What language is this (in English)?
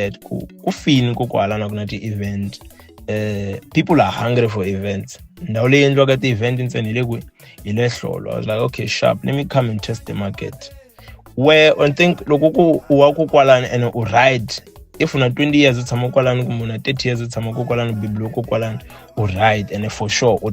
Tsonga